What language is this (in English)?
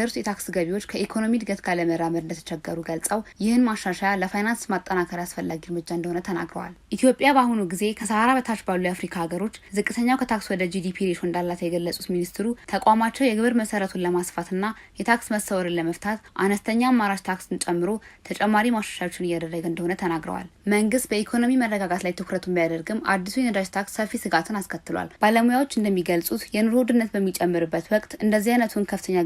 Amharic